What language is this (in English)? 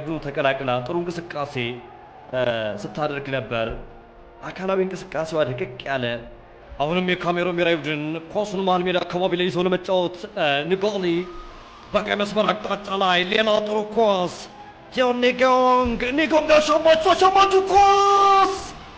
Amharic